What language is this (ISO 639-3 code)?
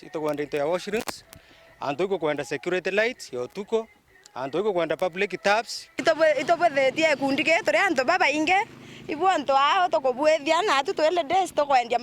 mer